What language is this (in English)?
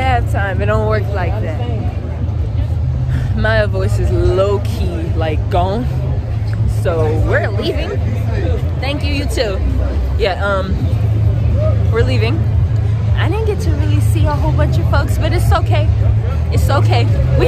English